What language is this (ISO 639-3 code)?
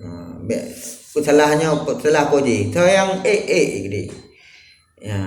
ace